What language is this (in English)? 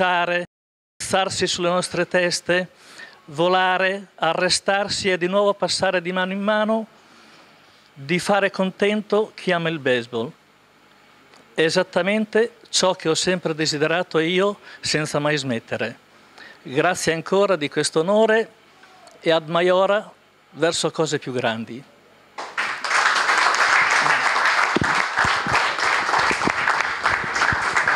Italian